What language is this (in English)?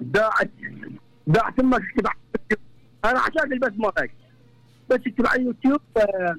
Mesopotamian Arabic